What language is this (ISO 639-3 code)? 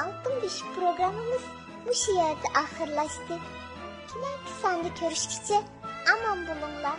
uig